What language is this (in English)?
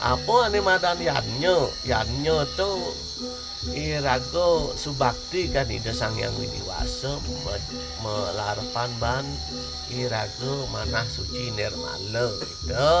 Balinese